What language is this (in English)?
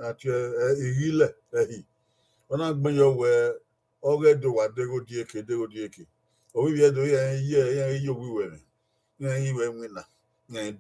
Bini